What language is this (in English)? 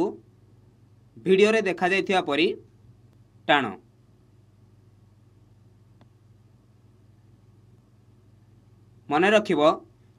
Odia